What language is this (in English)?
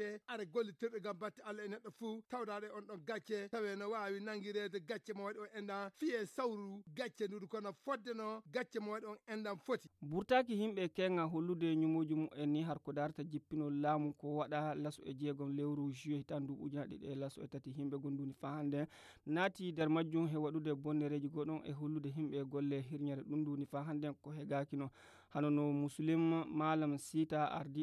Fula